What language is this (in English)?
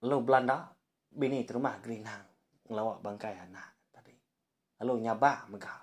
Iban